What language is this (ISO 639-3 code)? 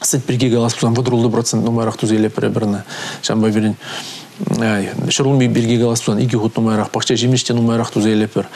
chv